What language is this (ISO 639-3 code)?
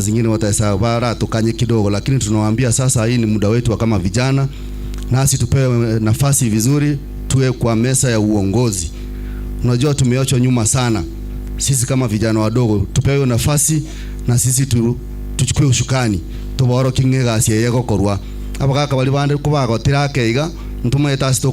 guz